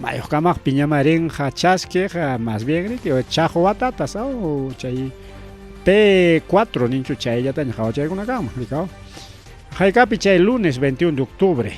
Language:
Ayacucho Quechua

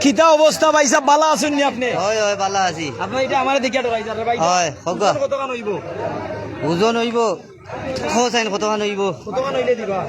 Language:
Sylheti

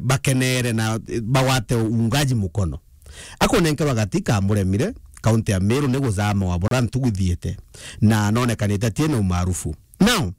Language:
Meru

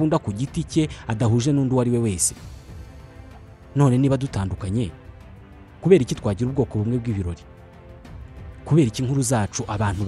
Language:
Kinyarwanda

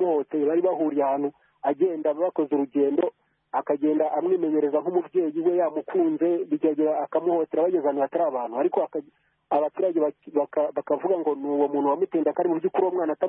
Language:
Kinyarwanda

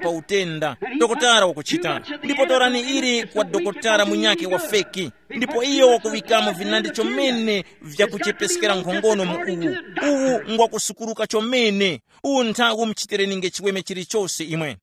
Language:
Tumbuka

